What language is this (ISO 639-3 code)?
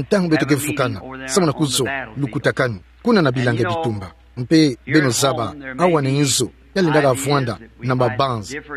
ktu